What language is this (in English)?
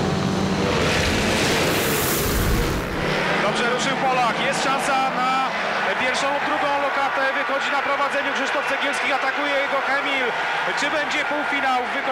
Polish